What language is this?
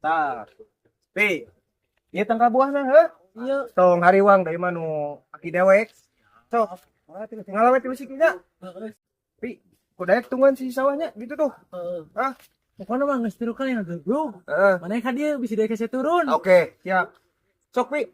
Sundanese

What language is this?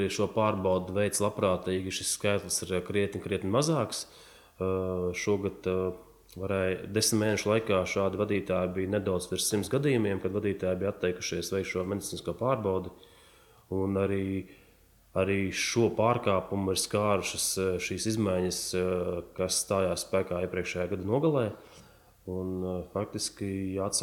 Latvian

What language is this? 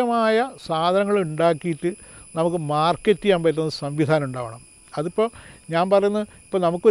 Malayalam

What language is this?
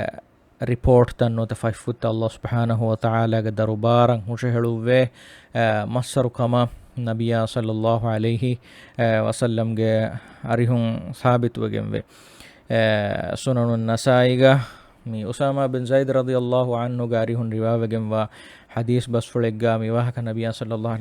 Divehi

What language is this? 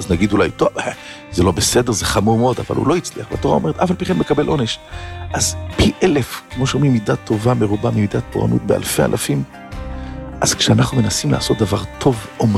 Hebrew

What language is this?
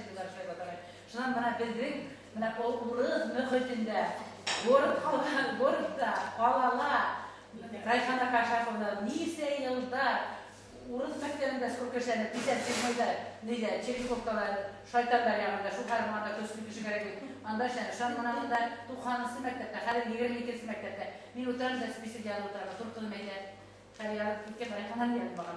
Bashkir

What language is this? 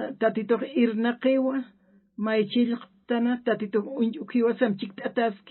Aymara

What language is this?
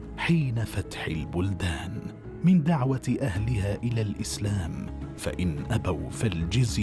Arabic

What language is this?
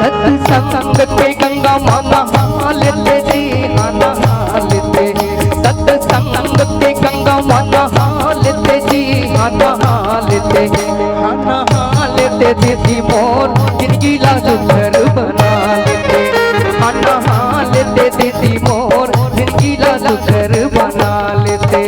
Chhattisgarhi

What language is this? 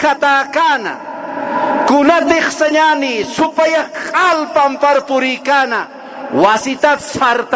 Aymara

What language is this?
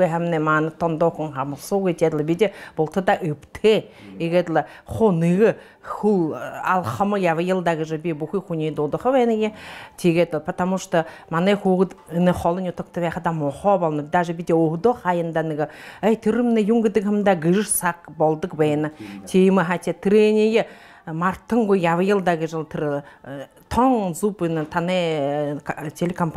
Buriat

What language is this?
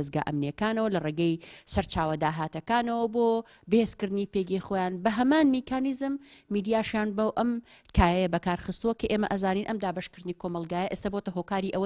Central Kurdish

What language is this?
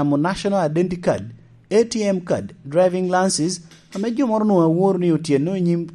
Lango (Uganda)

